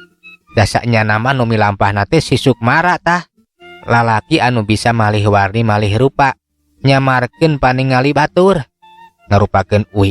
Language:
Sundanese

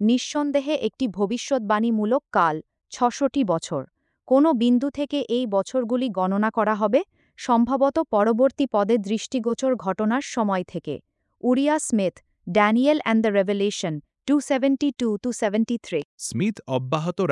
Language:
Bangla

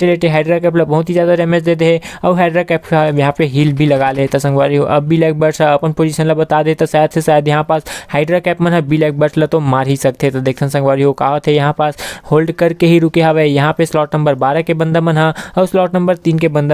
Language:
Chhattisgarhi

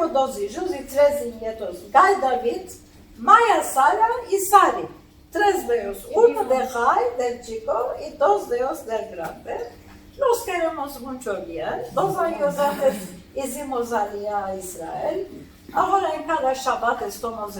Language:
Ladino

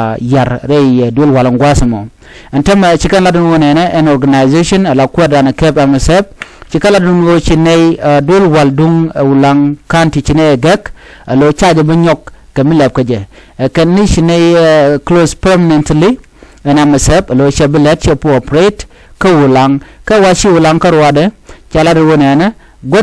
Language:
Nuer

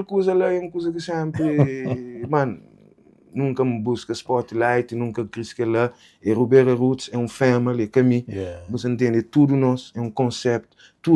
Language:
Kabuverdianu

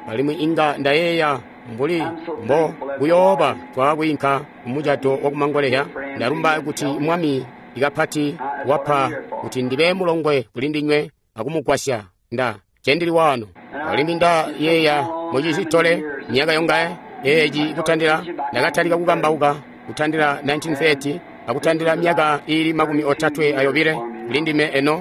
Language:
Tonga (Zambia)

